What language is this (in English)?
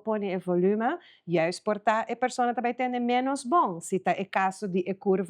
Papiamento